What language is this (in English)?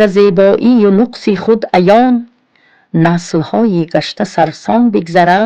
Tajik